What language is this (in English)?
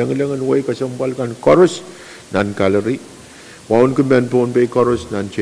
Pohnpeian